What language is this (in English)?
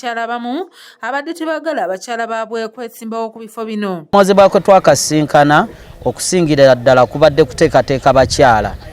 Ganda